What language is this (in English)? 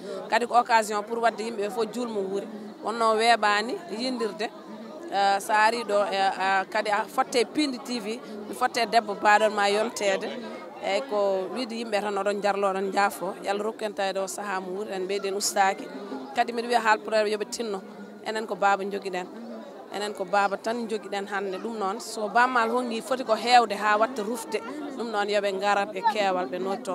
Fula